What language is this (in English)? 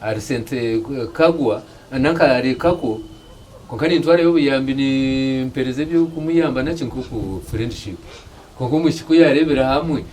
Nyankole